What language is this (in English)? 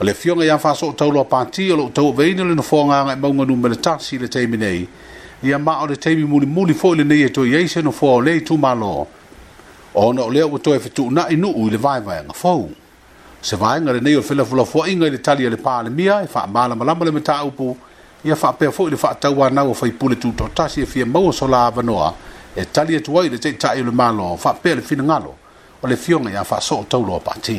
Samoan